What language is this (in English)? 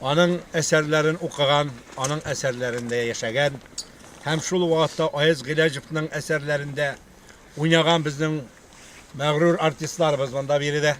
Tatar